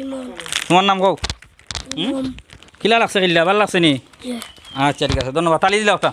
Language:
Sylheti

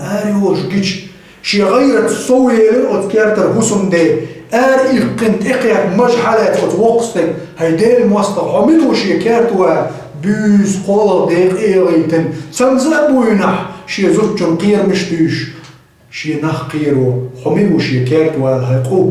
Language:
Chechen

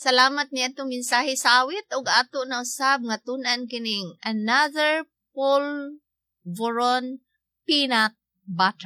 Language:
Cebuano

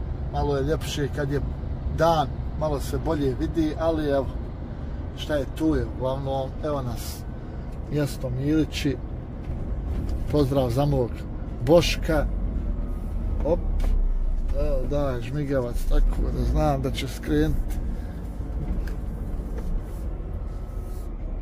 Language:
Bosnian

